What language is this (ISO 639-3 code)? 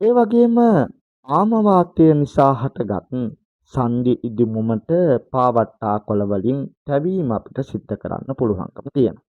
sin